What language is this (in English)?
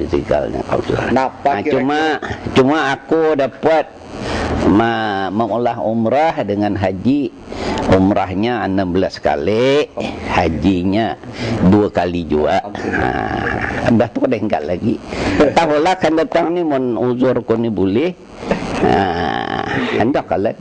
Banjar